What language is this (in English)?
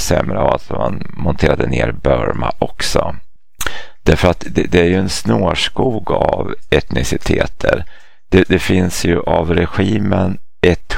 Swedish